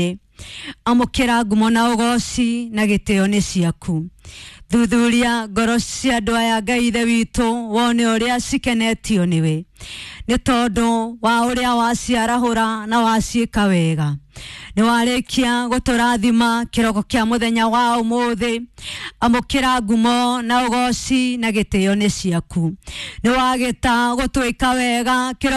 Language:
Kikuyu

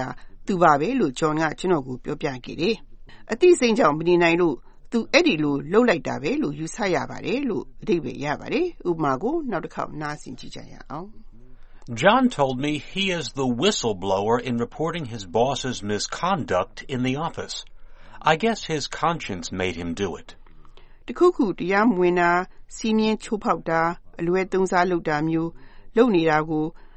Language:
Burmese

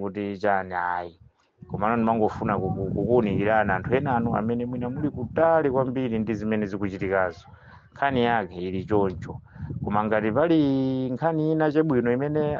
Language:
Nyanja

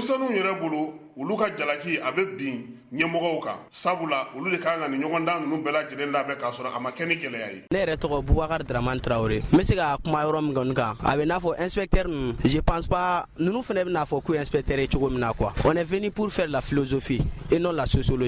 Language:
Bambara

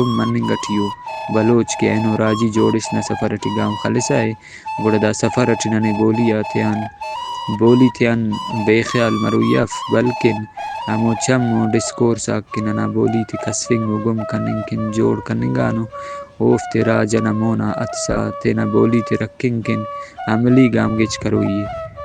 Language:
Brahui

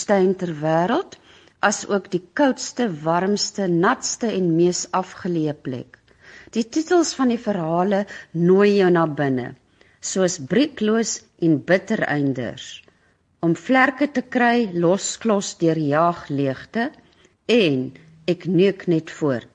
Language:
Afrikaans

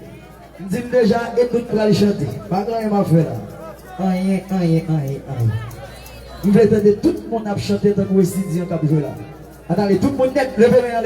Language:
Haitian Creole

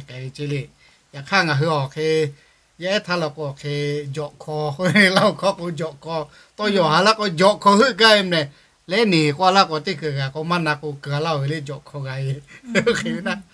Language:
Lahu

